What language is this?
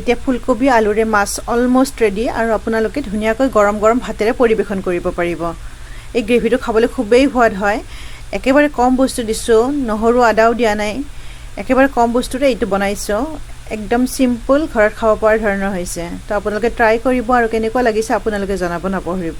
Assamese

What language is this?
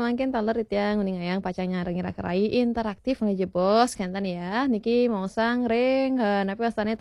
Balinese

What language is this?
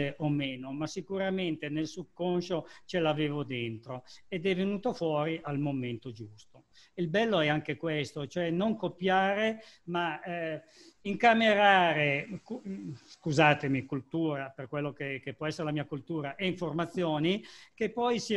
Italian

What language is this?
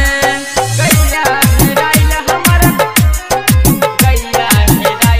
Bhojpuri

